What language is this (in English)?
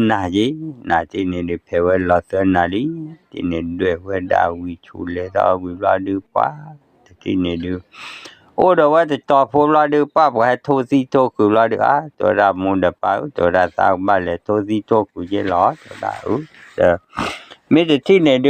S'gaw Karen